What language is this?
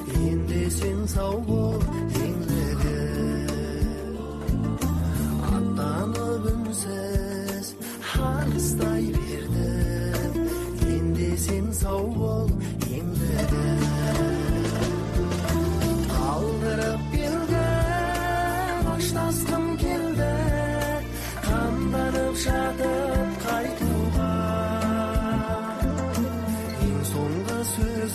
Kazakh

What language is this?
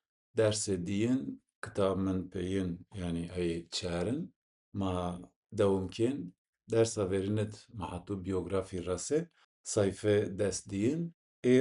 Zaza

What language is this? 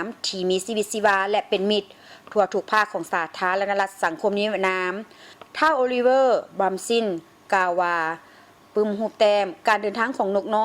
Lao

